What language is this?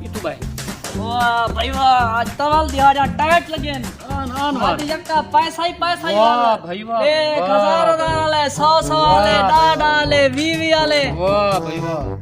Saraiki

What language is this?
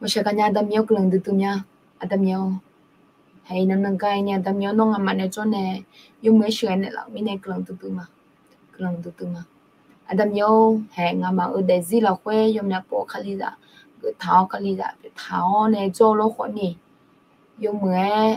Akha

